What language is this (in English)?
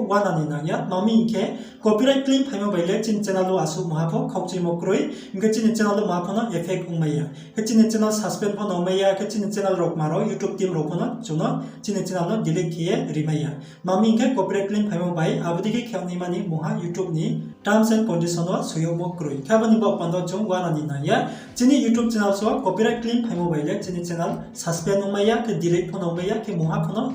Riang (India)